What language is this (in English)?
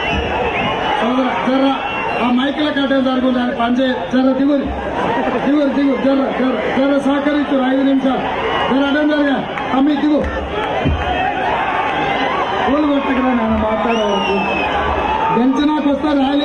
Telugu